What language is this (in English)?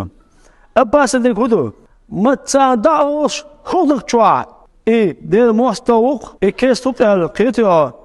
Chechen